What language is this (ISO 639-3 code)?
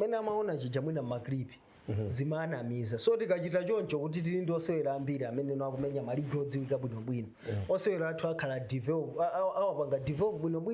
nya